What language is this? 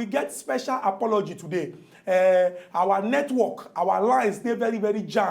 Nigerian Pidgin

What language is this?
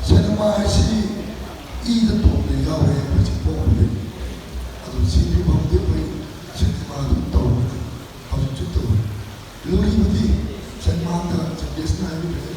Manipuri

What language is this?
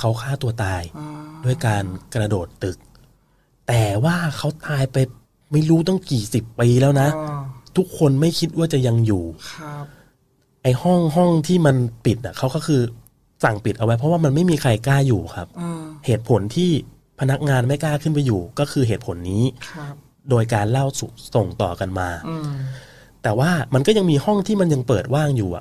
Thai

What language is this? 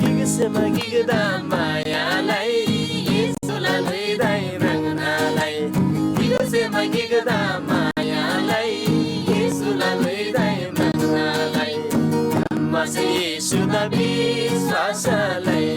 Eastern Tamang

